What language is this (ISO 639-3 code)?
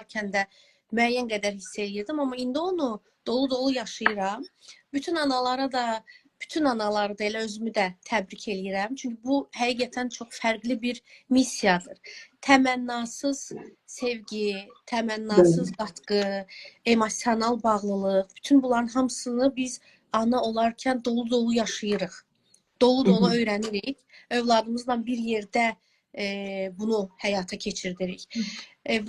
aze